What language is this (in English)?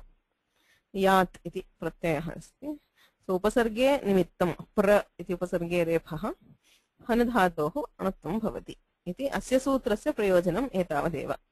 Sanskrit